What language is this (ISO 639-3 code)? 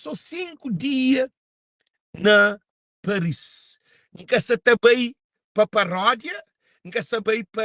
kea